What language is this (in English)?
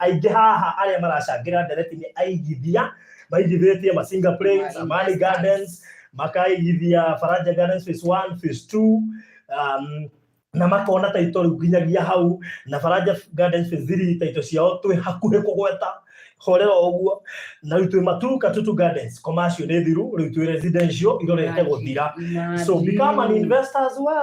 Kikuyu